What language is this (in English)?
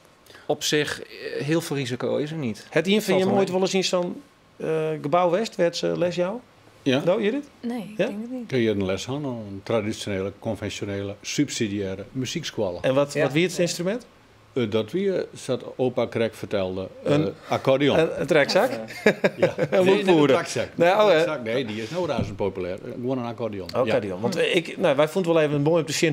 Western Frisian